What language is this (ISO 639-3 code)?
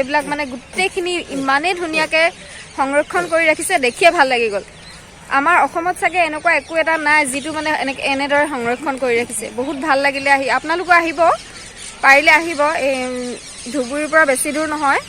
asm